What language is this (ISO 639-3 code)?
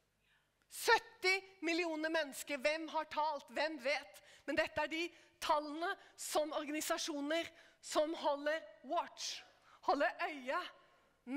nor